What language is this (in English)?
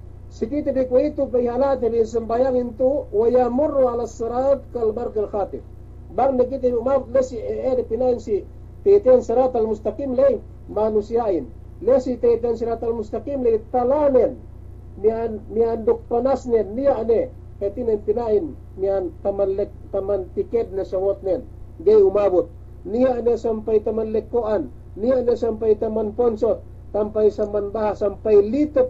Yakan